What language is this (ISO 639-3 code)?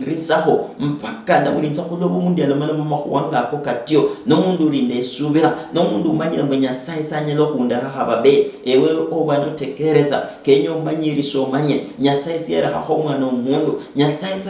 luy